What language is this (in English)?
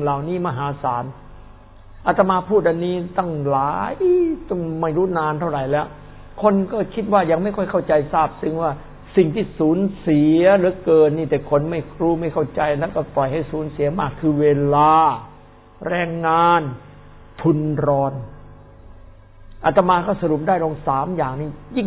Thai